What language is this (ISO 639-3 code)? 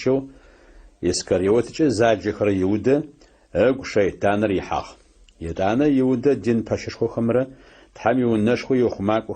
ady